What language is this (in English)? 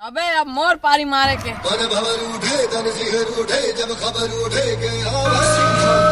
Chhattisgarhi